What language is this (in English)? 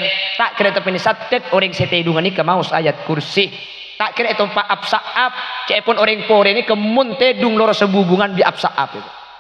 Madurese